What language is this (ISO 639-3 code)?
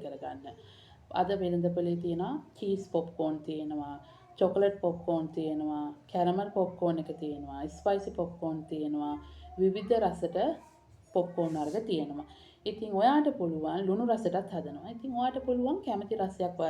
sin